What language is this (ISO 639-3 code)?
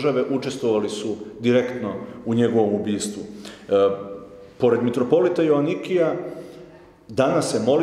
srp